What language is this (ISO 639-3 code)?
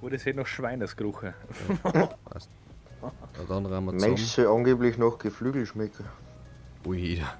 bar